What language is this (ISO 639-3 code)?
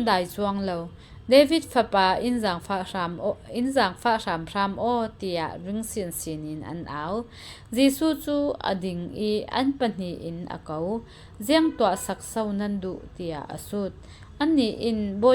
cfm